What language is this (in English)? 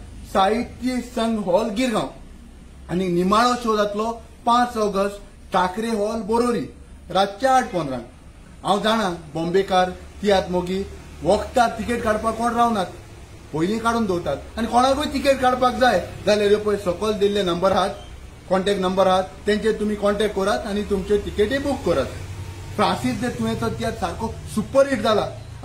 Konkani